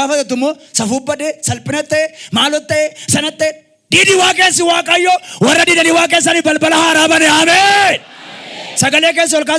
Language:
Oromo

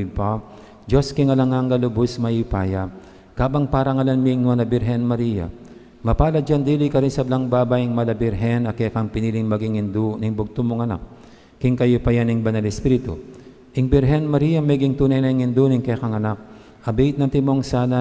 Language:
Pampanga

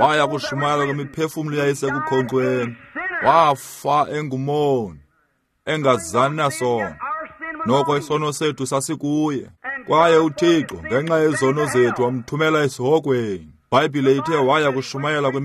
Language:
Xhosa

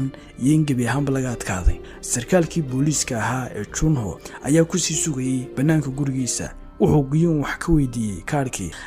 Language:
Somali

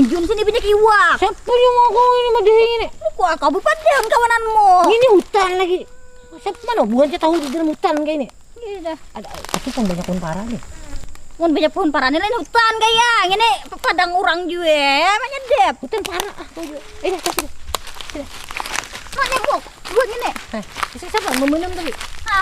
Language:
Banjar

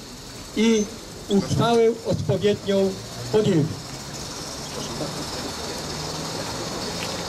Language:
Polish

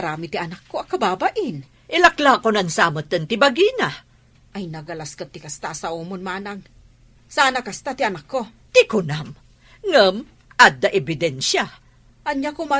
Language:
Iloko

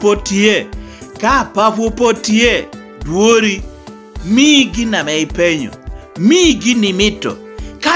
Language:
Lango (Uganda)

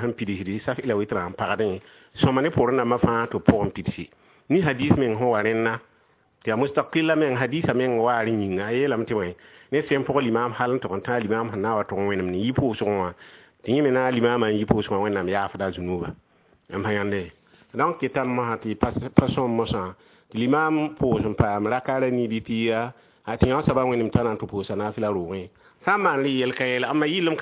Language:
Mossi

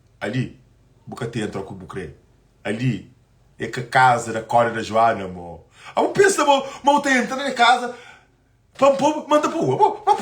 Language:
Kabuverdianu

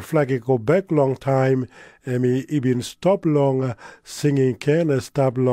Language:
Tok Pisin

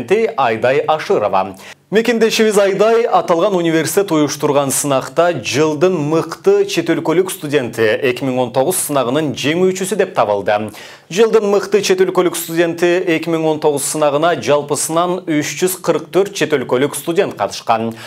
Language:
Kyrgyz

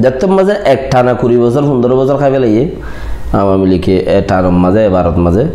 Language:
Rohingya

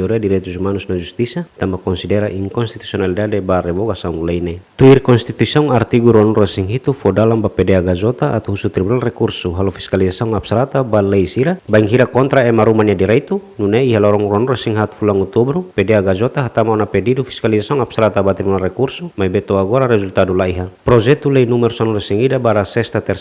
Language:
Tetum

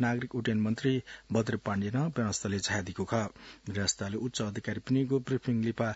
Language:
Newari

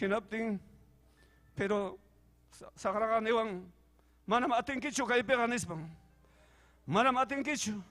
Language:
Ayacucho Quechua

